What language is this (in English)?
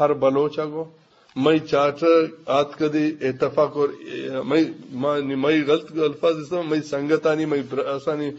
Eastern Balochi